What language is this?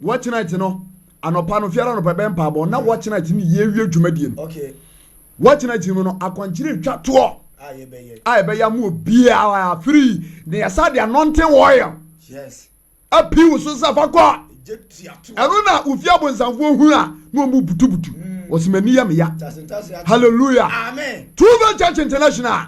Akan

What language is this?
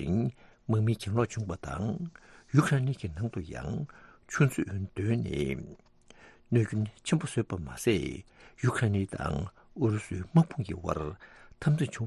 Tibetan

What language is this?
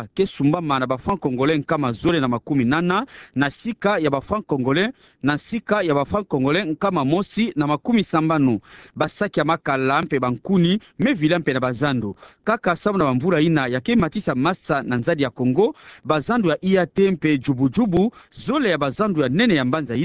Kituba (Democratic Republic of Congo)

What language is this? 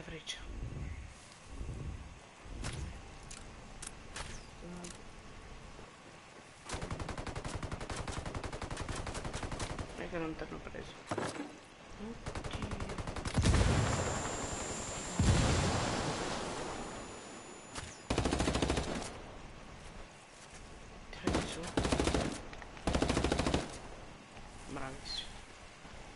Italian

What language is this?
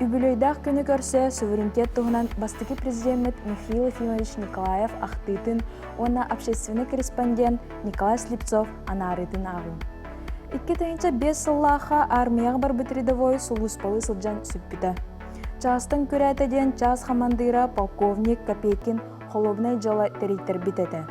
Yakut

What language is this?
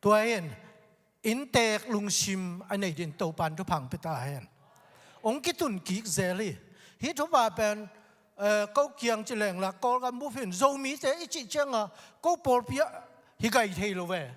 Tedim Chin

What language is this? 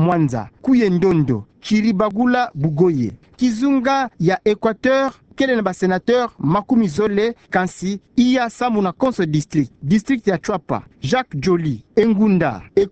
Kituba (Democratic Republic of Congo)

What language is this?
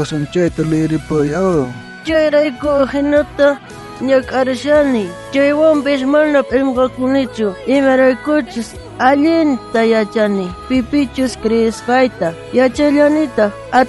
South Bolivian Quechua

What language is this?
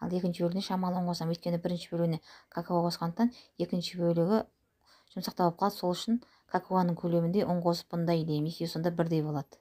Kazakh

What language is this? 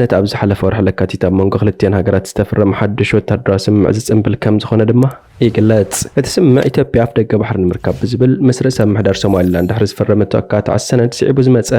Tigrinya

